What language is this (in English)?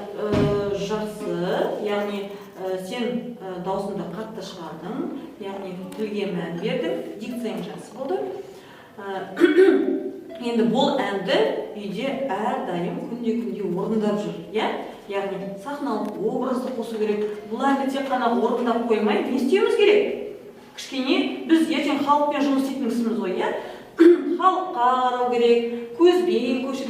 Kazakh